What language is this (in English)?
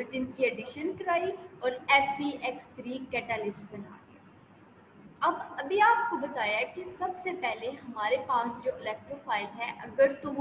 Hindi